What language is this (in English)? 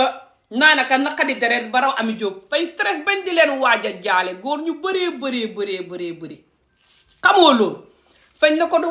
Wolof